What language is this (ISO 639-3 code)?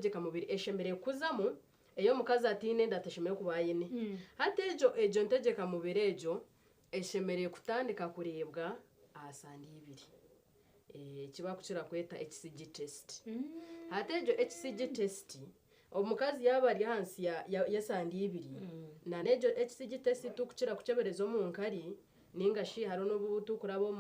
nyn